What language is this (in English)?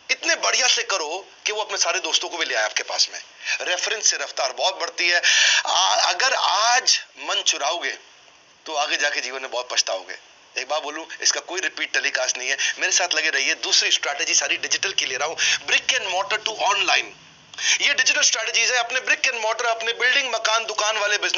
Hindi